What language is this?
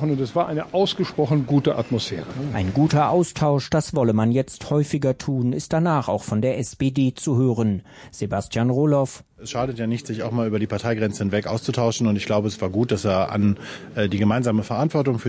German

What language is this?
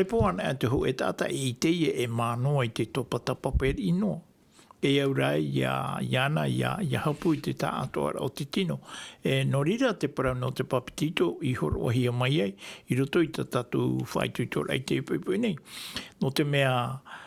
Tahitian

